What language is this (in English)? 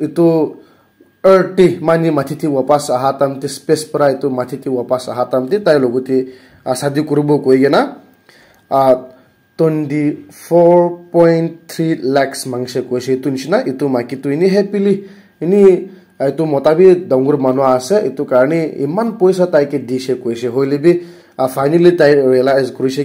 Naga Pidgin